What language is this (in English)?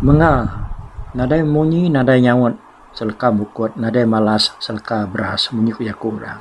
Iban